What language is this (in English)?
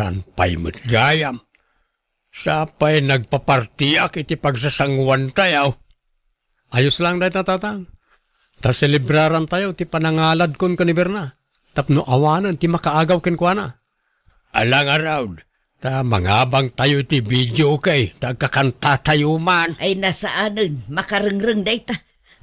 Iloko